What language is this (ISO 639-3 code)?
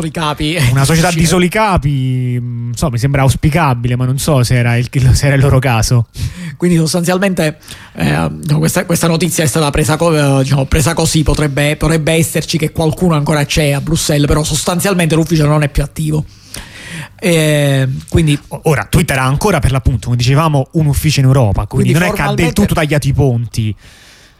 ita